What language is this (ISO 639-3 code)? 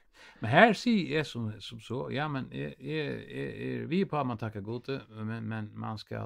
fao